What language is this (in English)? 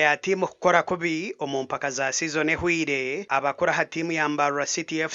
Nyankole